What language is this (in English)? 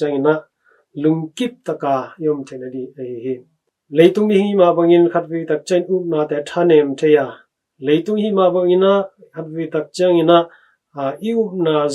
Tedim Chin